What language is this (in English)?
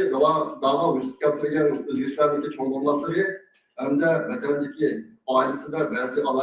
Uyghur